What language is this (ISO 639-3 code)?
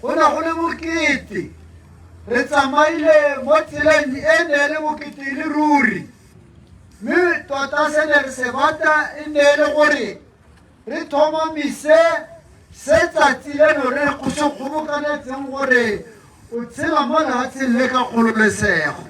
tsn